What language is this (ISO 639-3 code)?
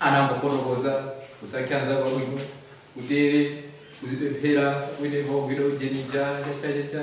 nya